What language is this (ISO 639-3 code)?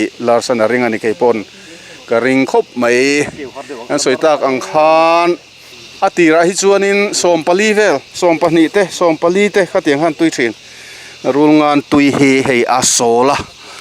lus